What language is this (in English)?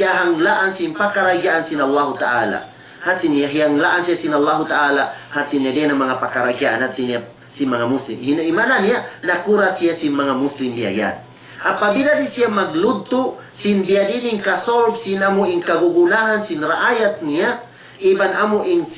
Tausug